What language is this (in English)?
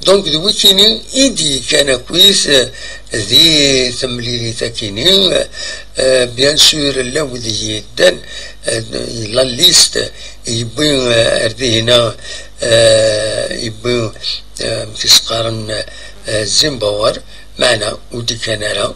Kabyle